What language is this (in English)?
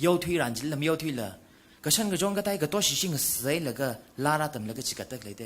Tangkhul Naga (India)